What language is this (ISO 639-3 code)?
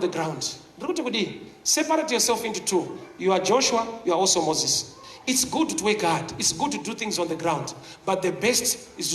sna